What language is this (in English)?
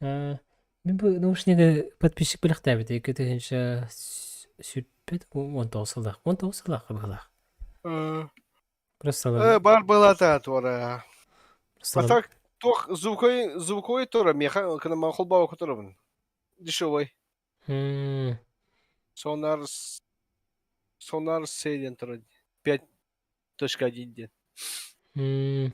Yakut